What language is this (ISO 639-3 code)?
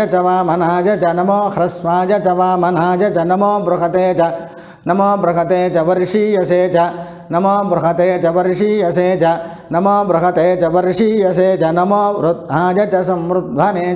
san